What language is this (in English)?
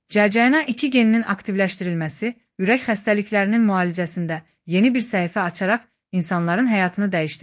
Azerbaijani